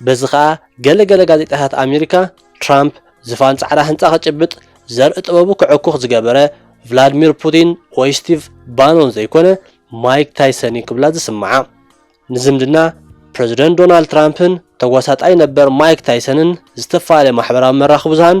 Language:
Tigrinya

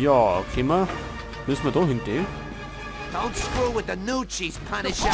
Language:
Bavarian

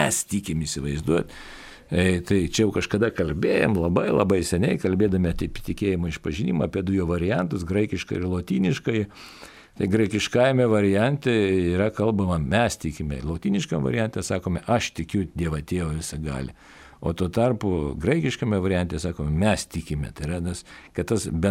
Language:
Lithuanian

